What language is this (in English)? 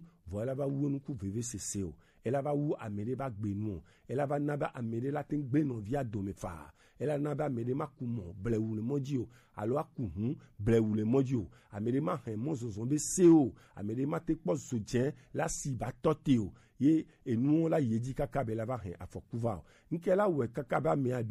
Gen